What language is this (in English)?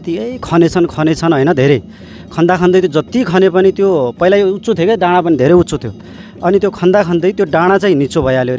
Nepali